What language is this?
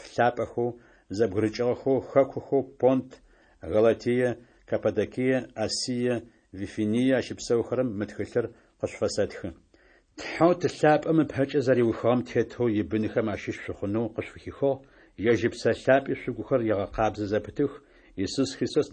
Adyghe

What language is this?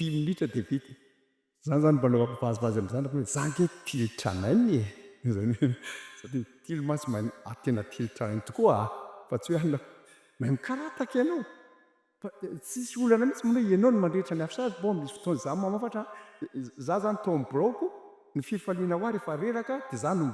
Malagasy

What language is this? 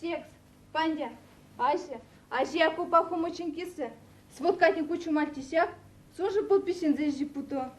Erzya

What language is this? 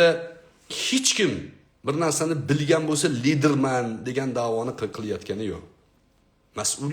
Uzbek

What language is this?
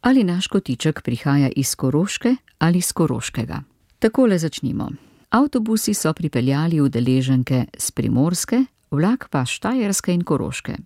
Slovenian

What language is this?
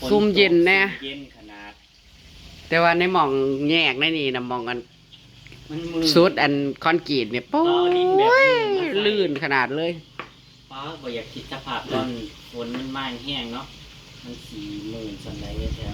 Northeastern Thai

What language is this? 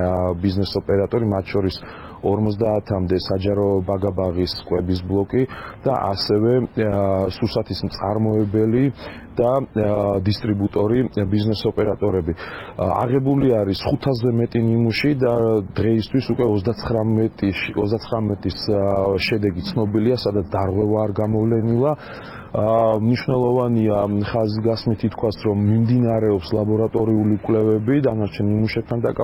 Georgian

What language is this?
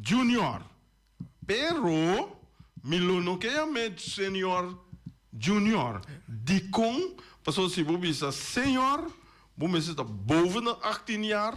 Papiamento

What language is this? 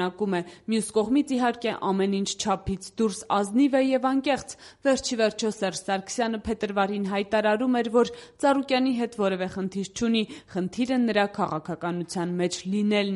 Armenian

